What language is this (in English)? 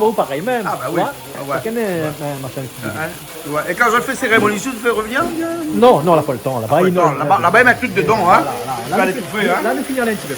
Réunion Creole French